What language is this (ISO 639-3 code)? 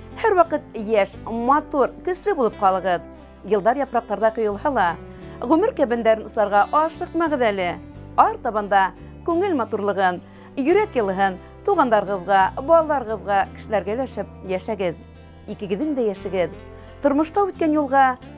bak